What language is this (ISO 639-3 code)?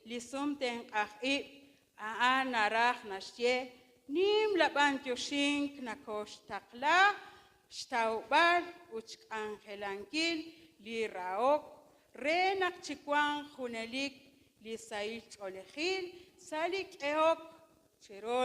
kek